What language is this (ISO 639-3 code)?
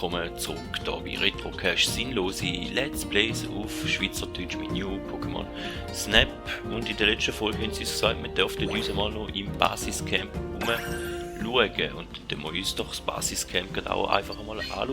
gsw